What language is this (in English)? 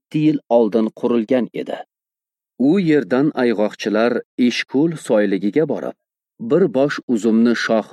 Uzbek